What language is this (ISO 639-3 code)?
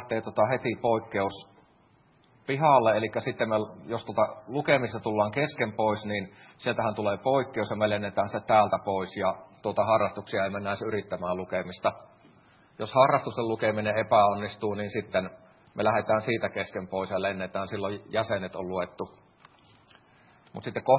fin